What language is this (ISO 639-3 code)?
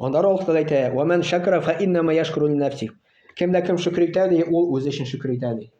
tat